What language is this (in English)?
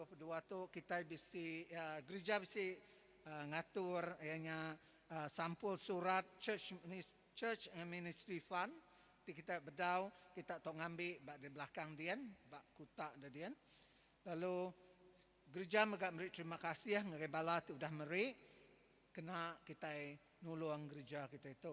Iban